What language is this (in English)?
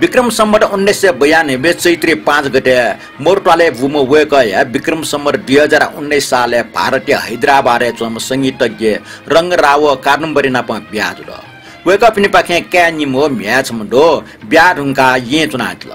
Newari